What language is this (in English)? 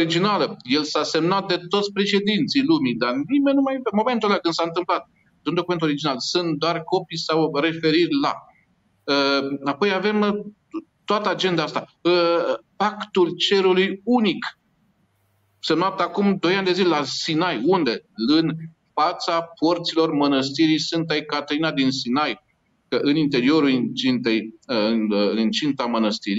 Romanian